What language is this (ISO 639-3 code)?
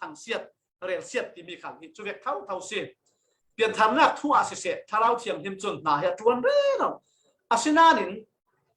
cfm